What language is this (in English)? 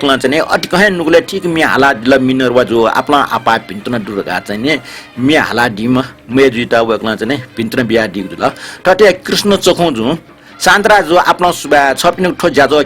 Newari